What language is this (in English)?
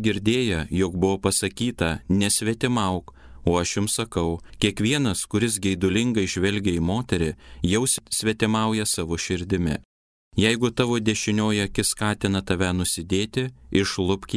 Lithuanian